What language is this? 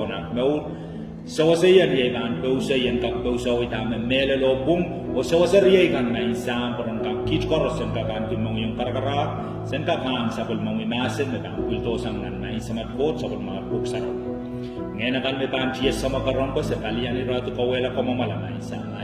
Pohnpeian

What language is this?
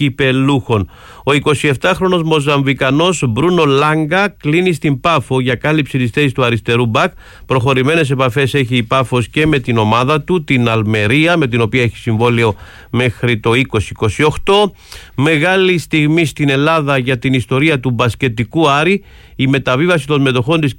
Greek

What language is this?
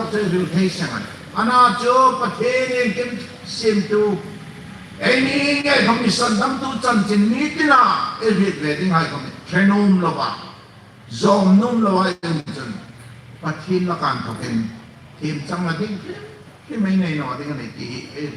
Hmar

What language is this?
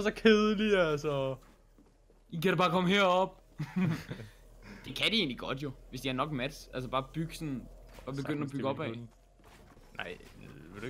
Danish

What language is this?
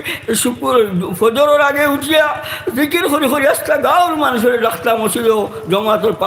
Sylheti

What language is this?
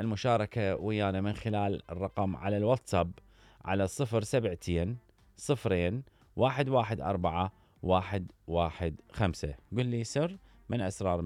Mesopotamian Arabic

